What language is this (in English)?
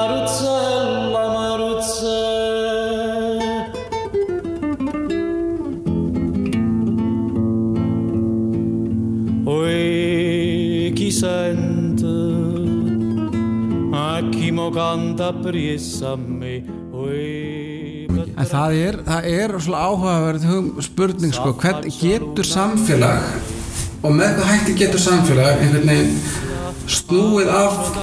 Icelandic